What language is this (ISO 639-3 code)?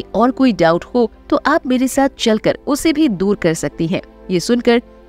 hin